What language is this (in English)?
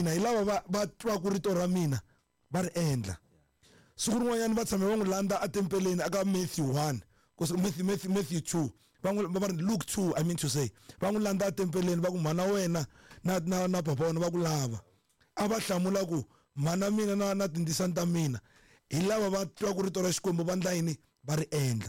Tsonga